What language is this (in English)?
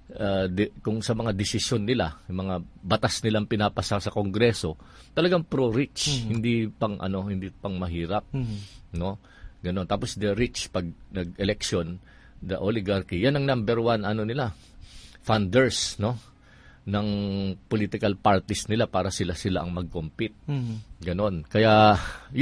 Filipino